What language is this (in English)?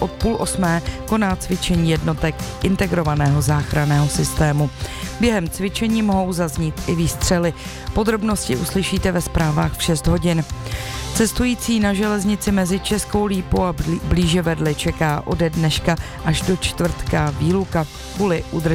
Czech